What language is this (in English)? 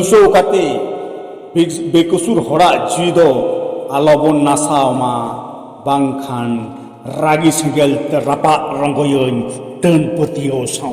Santali